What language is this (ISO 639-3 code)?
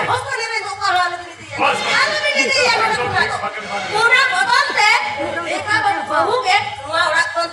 sat